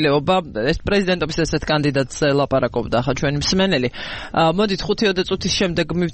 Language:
Georgian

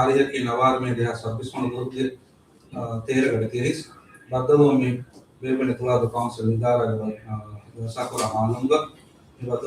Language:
Divehi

